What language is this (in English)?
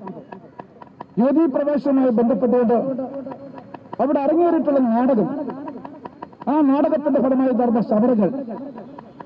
Malayalam